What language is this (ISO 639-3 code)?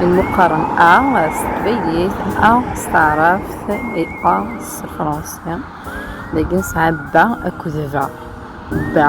kab